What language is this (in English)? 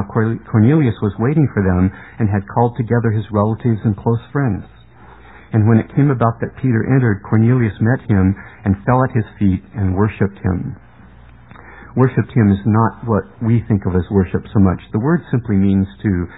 English